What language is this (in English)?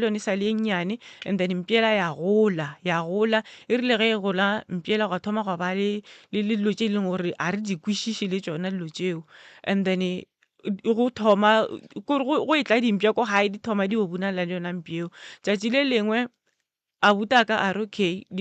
Northern Sotho